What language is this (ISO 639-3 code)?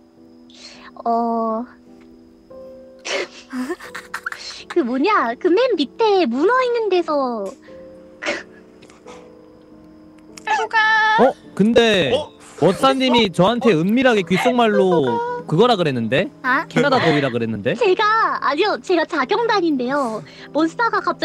kor